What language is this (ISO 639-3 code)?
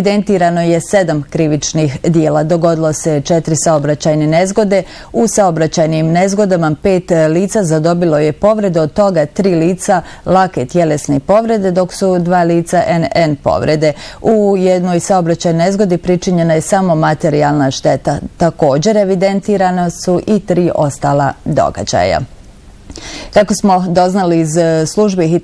bos